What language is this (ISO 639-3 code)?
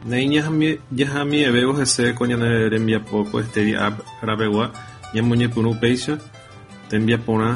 grn